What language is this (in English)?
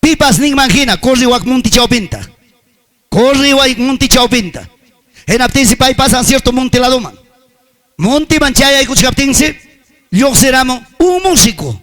Ayacucho Quechua